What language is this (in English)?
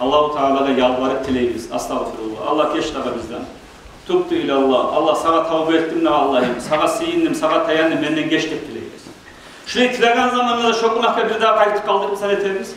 Kumyk